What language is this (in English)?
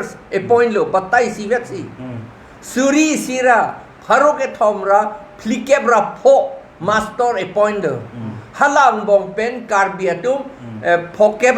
Karbi